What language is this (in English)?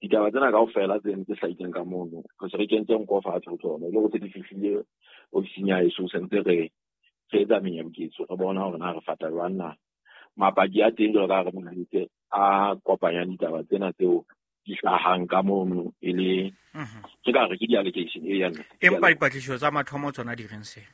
Southern Sotho